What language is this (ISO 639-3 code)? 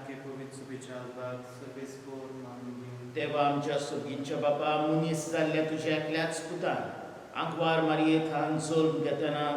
kok